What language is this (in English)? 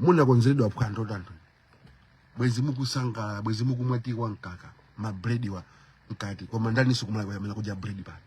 Nyanja